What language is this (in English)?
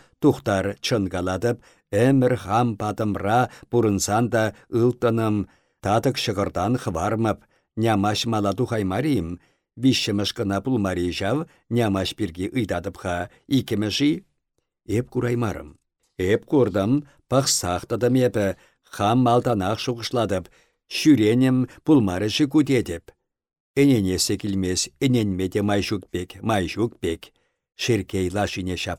Chuvash